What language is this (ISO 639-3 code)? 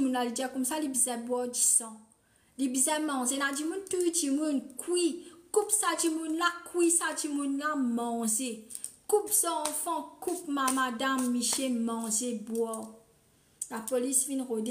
mfe